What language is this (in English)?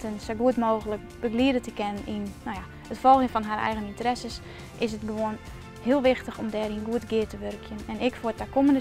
Western Frisian